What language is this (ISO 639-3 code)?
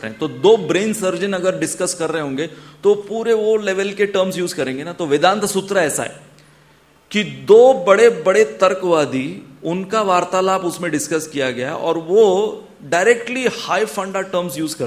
hin